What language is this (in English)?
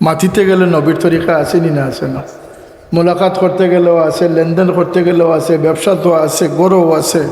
Sylheti